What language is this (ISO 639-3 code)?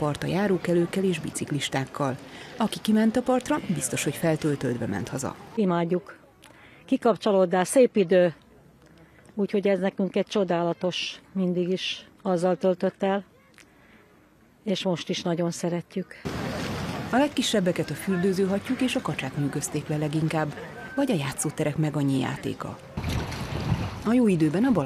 hun